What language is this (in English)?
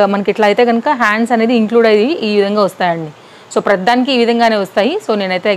Telugu